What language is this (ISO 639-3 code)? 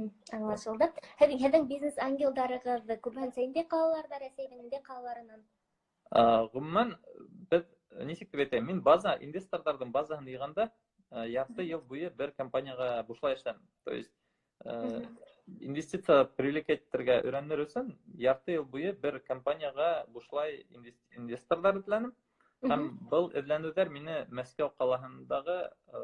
bak